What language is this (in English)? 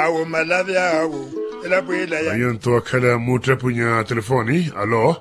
Makhuwa